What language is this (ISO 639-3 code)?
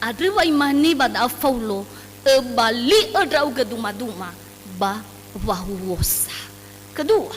nia